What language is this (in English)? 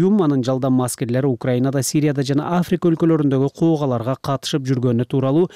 Kyrgyz